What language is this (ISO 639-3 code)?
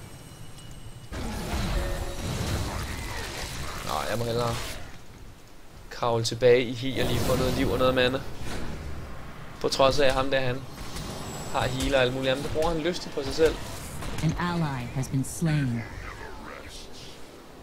dan